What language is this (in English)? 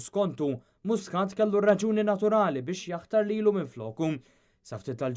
Maltese